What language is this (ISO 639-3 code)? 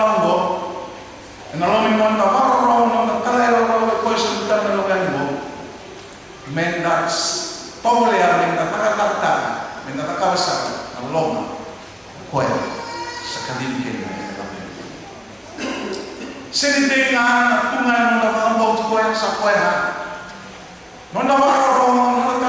fij